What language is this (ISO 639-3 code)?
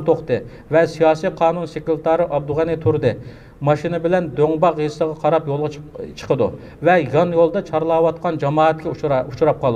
uig